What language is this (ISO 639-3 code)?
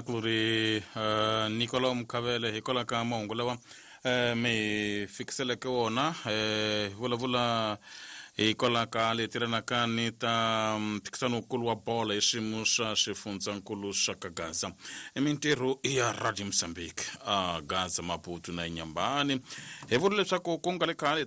tso